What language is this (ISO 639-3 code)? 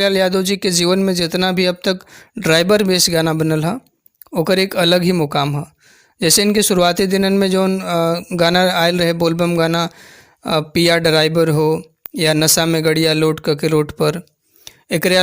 bho